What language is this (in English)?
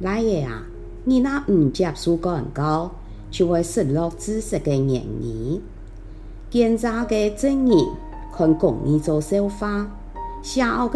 Hakka Chinese